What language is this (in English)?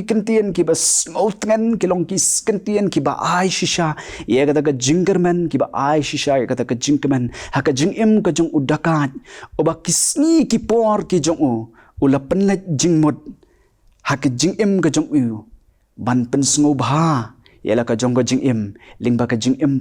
Khasi